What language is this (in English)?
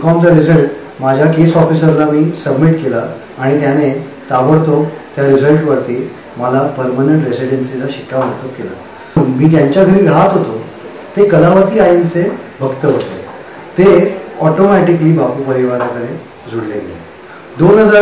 Marathi